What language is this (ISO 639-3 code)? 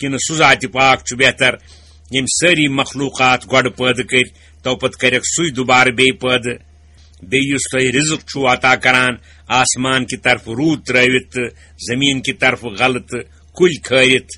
kas